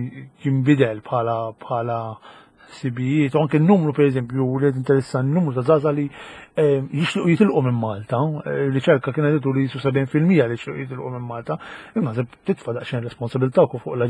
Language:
Maltese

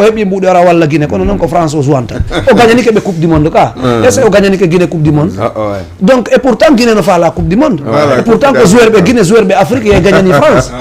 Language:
Fula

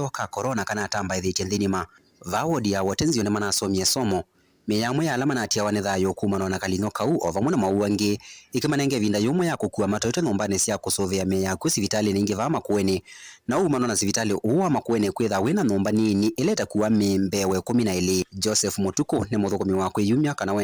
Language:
Kamba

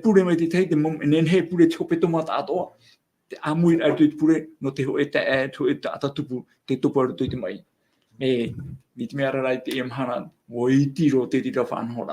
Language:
Tahitian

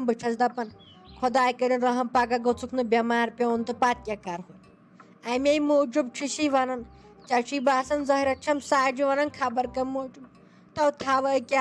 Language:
Kashmiri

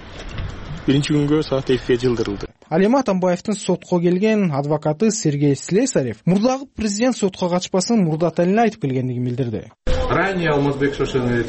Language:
Kyrgyz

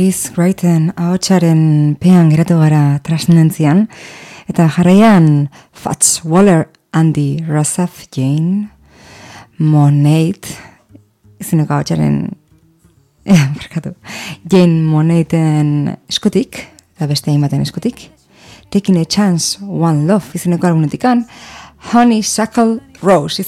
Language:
Basque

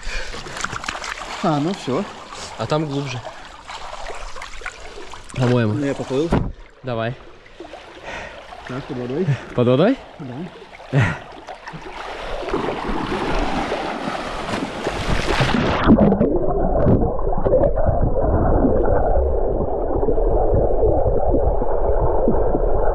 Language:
Russian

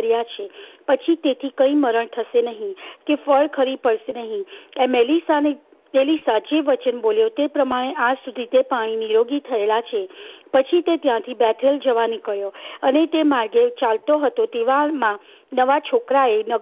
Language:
Gujarati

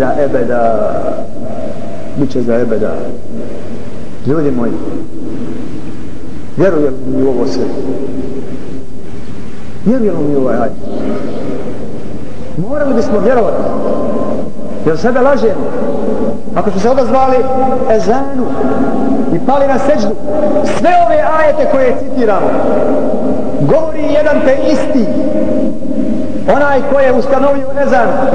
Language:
Bosnian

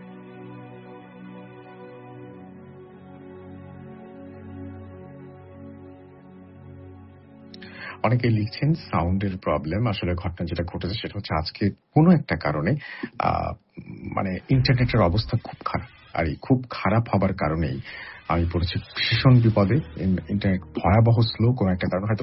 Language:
Bangla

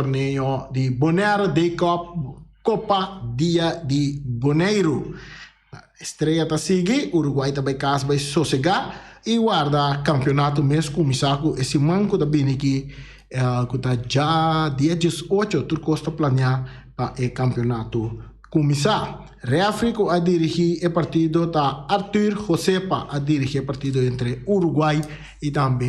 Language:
Papiamento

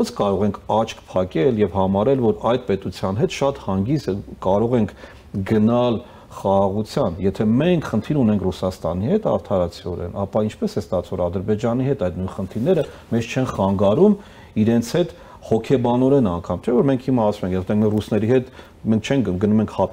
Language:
Armenian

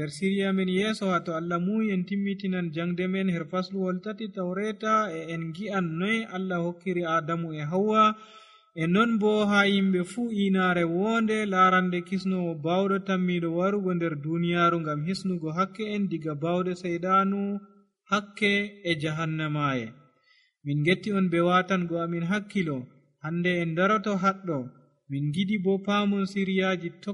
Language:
Nigerian Fulfulde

